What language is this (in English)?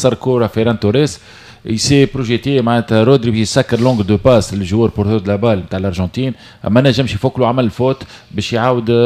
Tunisian Arabic